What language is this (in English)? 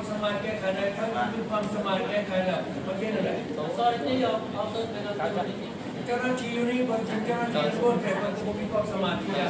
Hmong